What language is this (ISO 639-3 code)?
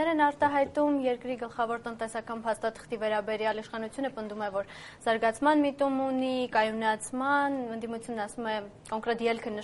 hye